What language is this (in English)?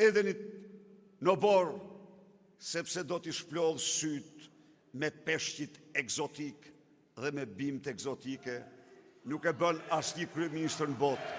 Albanian